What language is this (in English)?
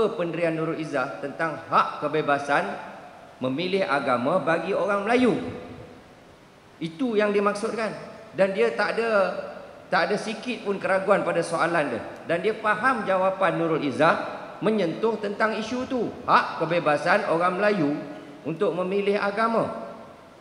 Malay